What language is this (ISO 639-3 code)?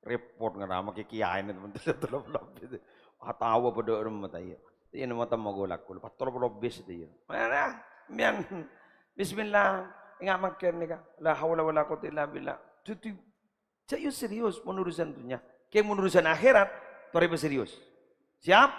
mad